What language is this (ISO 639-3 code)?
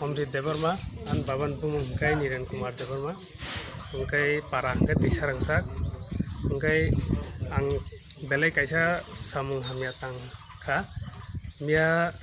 trp